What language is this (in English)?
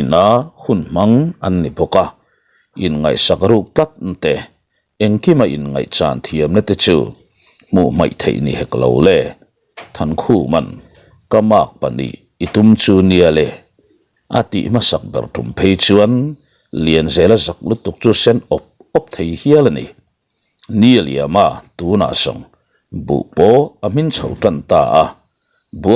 Mizo